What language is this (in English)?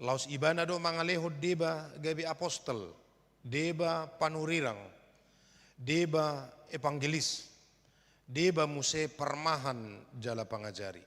Batak Toba